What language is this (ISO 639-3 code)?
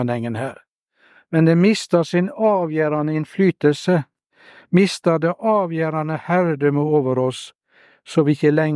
nor